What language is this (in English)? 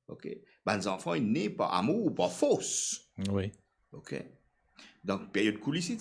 Morisyen